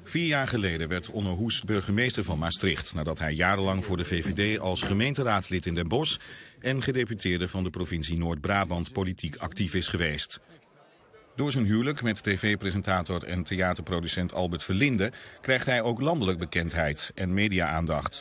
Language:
Dutch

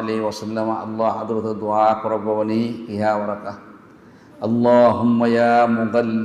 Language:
Divehi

